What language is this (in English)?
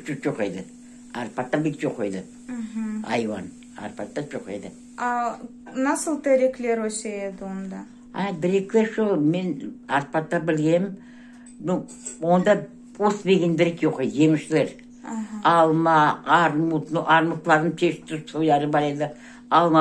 Crimean Tatar